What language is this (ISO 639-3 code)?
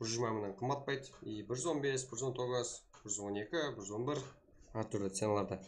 kaa